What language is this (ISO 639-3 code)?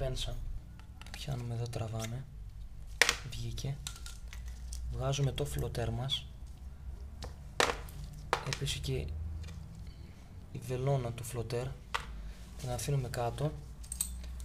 ell